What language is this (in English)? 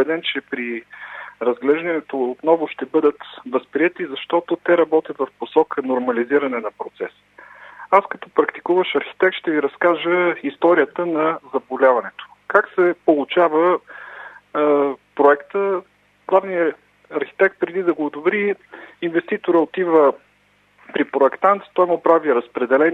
Bulgarian